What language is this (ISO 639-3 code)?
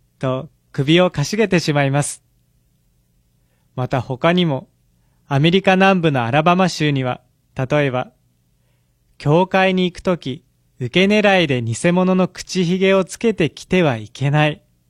jpn